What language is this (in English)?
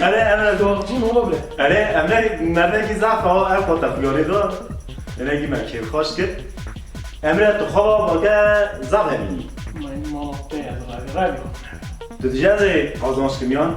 Kurdish